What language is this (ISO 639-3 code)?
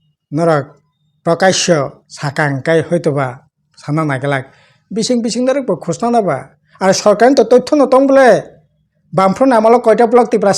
trp